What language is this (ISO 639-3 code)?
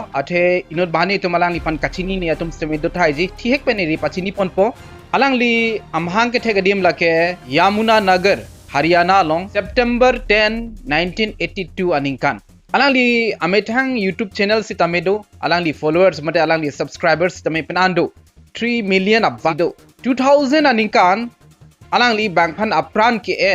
mjw